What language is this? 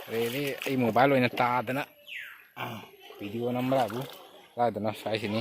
Manipuri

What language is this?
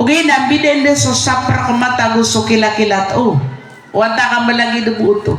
Maranao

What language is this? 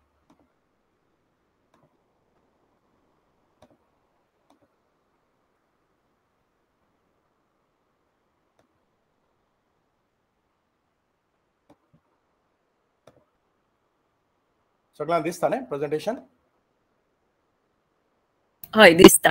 Konkani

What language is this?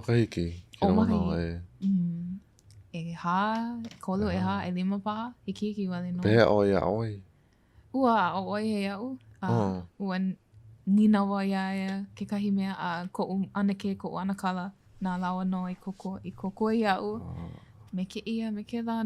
Hawaiian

